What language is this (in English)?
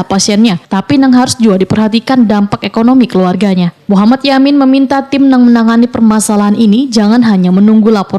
Banjar